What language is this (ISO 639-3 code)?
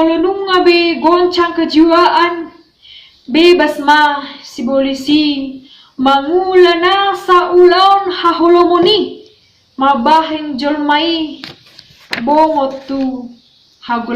bbc